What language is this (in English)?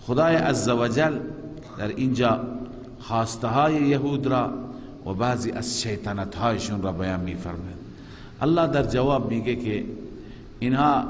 Persian